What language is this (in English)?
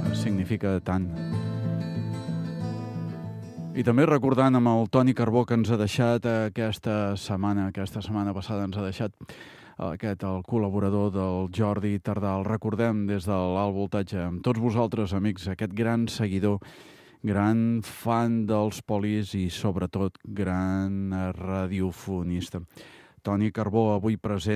Catalan